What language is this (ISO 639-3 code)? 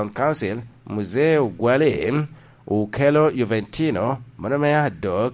laj